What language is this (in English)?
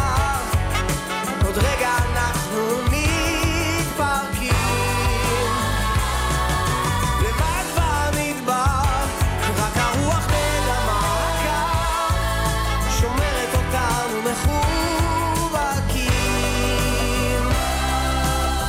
Hebrew